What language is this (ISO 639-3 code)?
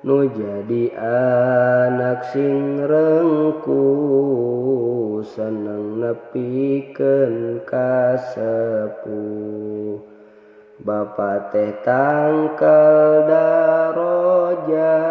sun